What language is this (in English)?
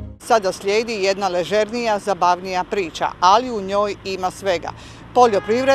Croatian